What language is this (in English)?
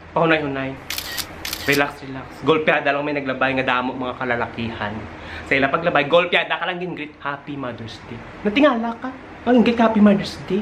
Hiligaynon